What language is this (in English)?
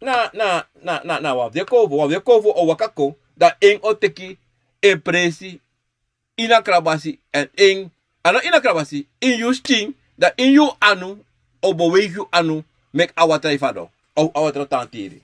Sranan Tongo